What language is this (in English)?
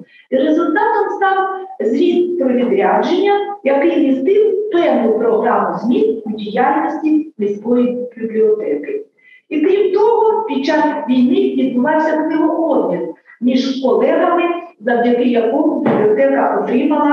Ukrainian